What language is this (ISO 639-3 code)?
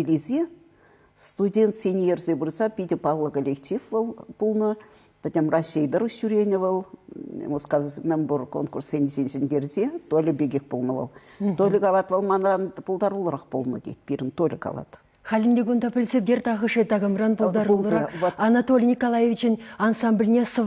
chv